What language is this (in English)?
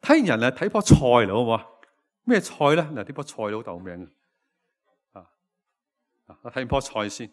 Cantonese